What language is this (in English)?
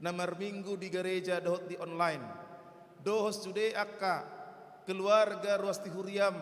Batak Toba